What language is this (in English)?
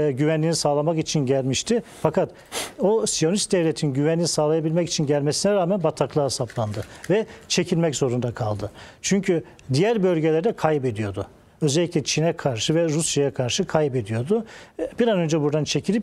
Turkish